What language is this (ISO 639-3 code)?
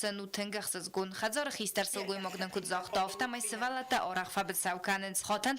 oss